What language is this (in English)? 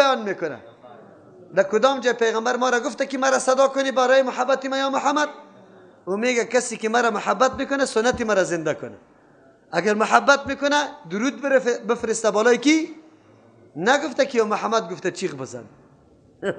Persian